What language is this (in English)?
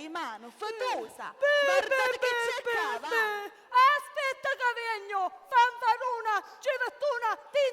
Sicilian